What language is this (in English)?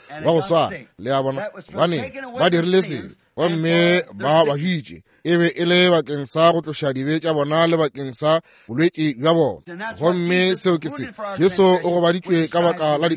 Northern Sotho